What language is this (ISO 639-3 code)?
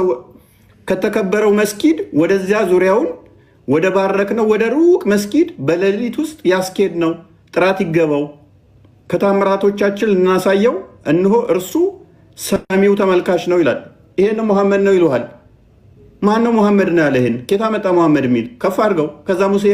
amh